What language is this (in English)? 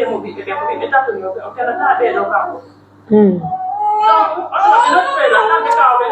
Pular